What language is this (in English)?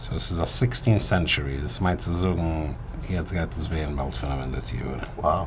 Yiddish